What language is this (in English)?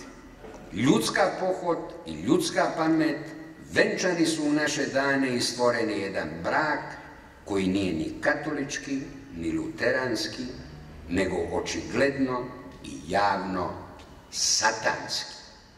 Serbian